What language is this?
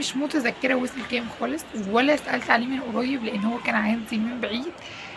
Egyptian Arabic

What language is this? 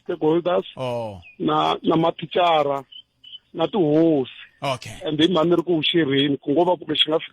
Tsonga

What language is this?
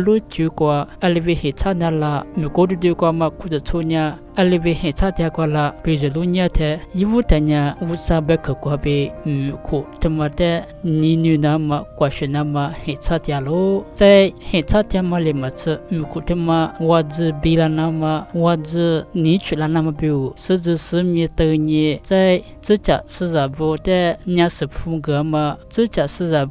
Lisu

